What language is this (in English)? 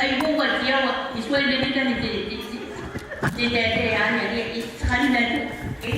Gilbertese